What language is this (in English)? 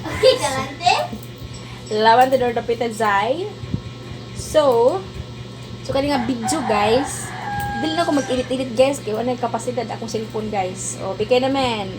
Cebuano